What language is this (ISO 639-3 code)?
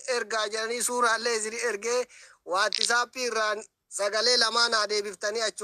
orm